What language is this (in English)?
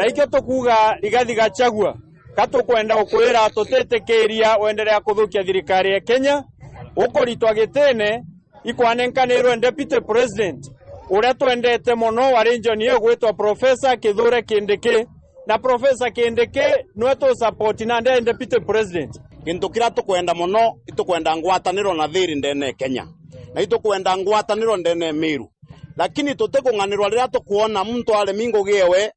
Meru